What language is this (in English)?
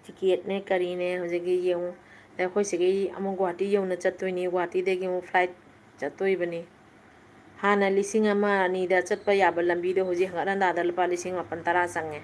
Manipuri